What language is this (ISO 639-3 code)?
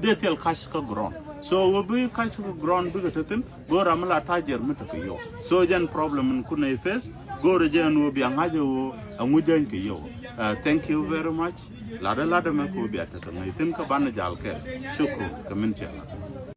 nus